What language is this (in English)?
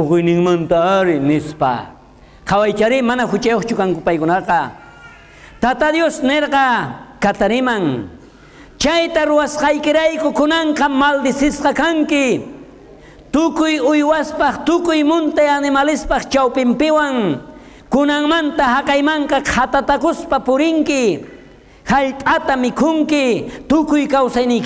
South Bolivian Quechua